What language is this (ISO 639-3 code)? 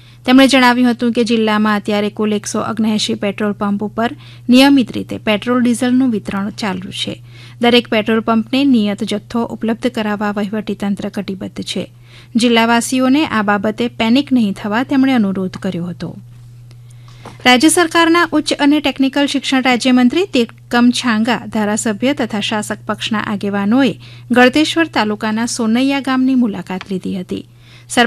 guj